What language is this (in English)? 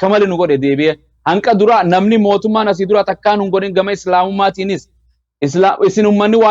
Oromo